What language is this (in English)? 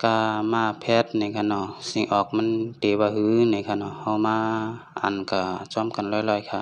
Shan